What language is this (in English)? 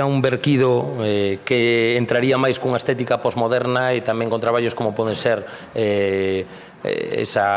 Galician